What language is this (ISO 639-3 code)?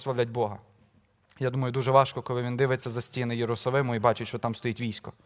ukr